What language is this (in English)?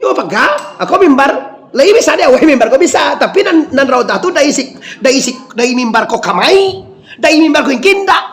Minangkabau